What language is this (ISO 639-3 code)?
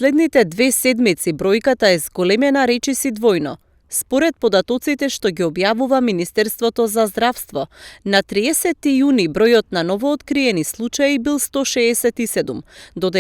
mkd